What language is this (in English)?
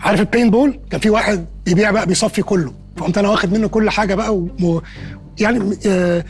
Egyptian Arabic